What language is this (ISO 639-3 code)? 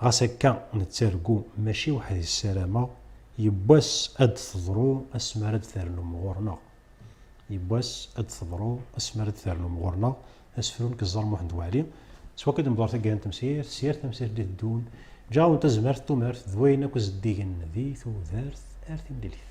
kab